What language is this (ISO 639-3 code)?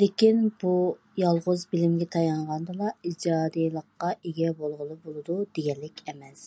uig